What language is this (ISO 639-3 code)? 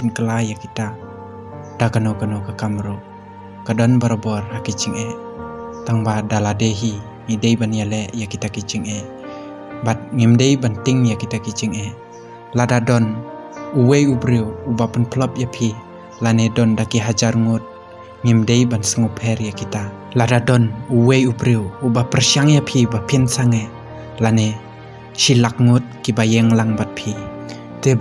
kha